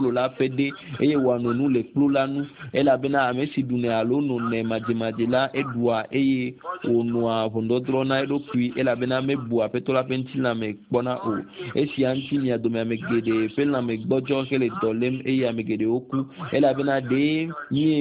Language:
Ewe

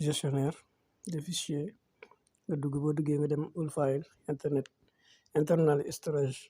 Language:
Wolof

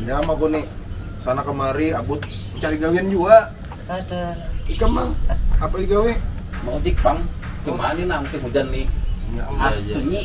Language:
Banjar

